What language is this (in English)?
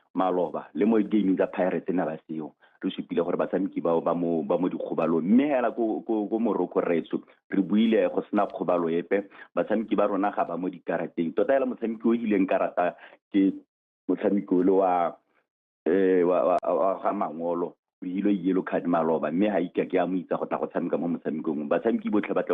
Tswana